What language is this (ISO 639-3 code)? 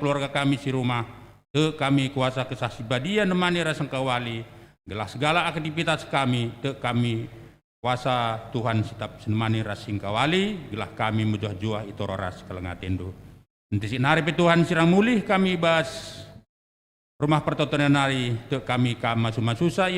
btx